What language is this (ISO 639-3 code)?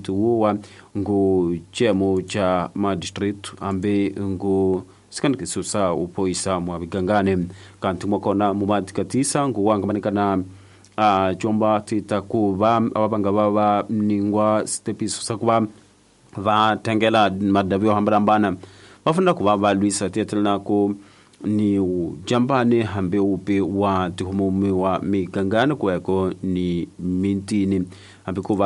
tso